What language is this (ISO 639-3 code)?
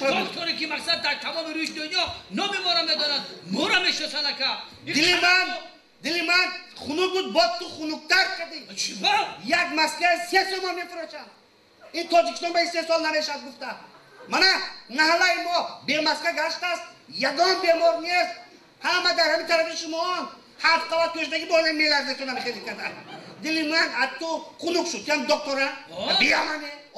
tgk